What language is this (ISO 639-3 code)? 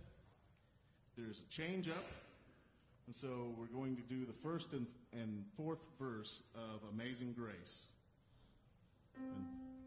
eng